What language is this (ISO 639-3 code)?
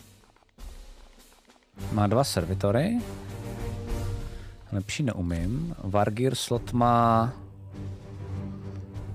ces